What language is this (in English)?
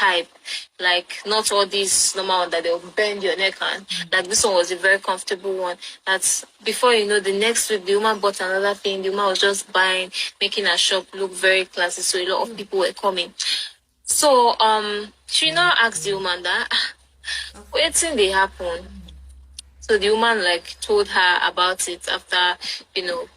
Nigerian Pidgin